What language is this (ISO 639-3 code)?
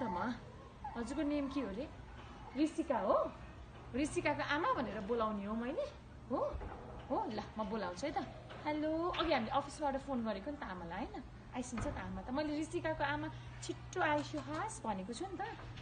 nep